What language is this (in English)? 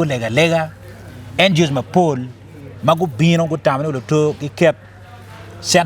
Acoli